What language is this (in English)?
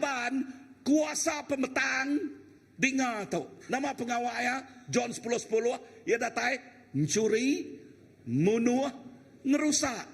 Iban